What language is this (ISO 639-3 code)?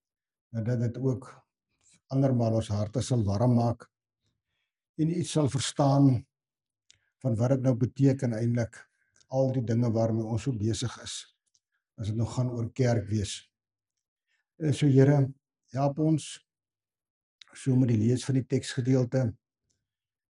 afr